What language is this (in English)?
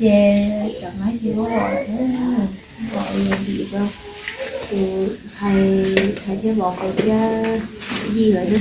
Hmong